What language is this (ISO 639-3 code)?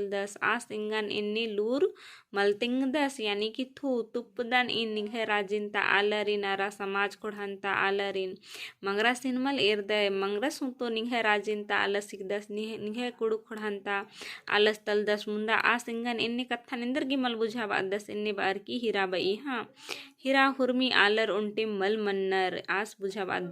kru